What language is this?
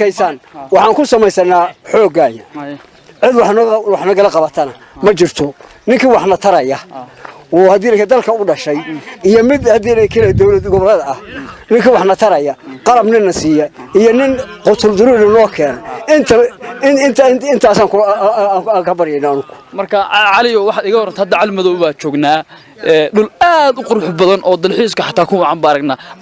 Somali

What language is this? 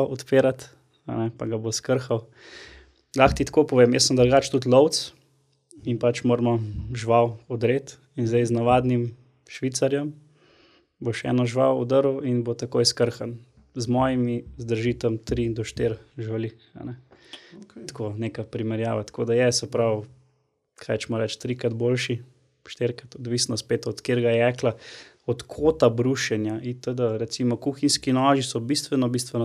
Slovenian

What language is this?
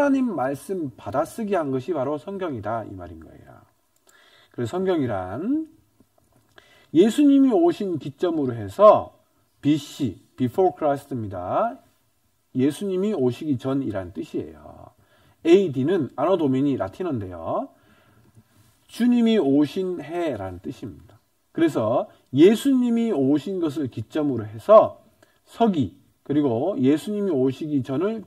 Korean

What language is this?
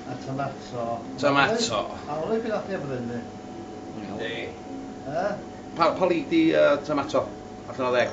Welsh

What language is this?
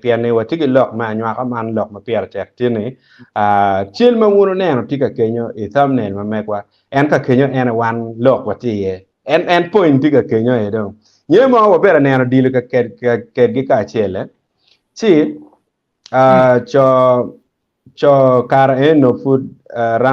Acoli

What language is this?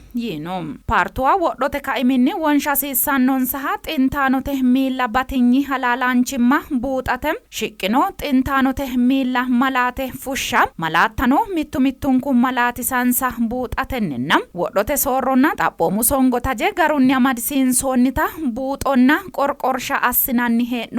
Sidamo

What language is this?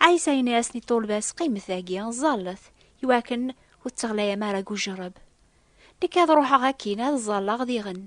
Kabyle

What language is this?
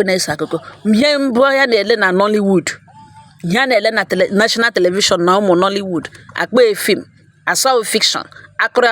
Igbo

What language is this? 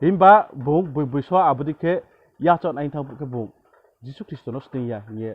Riang (India)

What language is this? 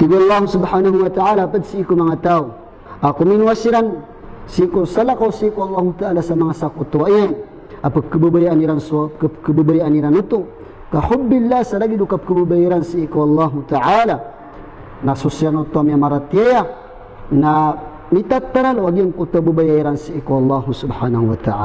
Maranao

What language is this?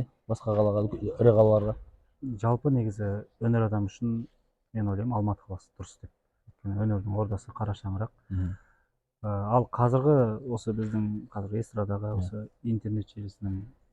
Kazakh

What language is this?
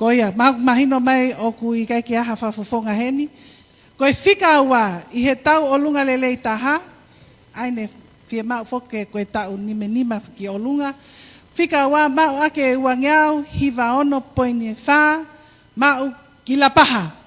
Tongan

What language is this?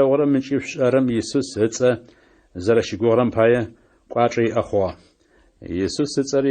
Adyghe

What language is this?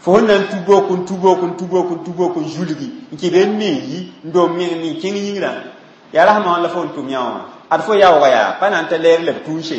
Mossi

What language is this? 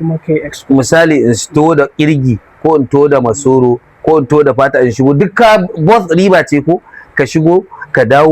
Hausa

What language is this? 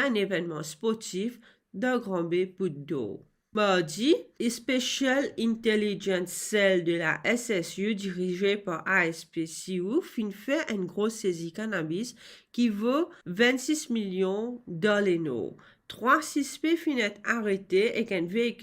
Morisyen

